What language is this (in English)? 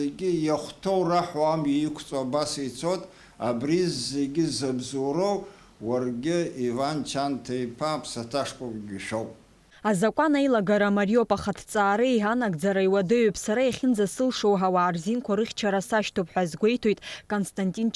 Abkhazian